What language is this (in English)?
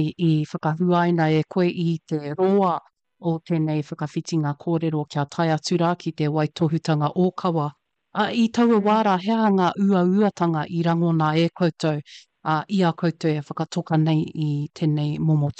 Māori